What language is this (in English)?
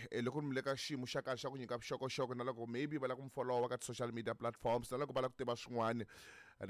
Tsonga